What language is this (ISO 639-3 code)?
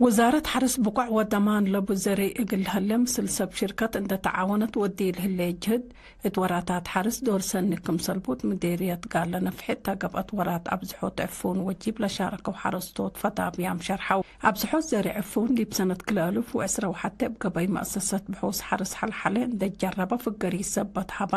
tig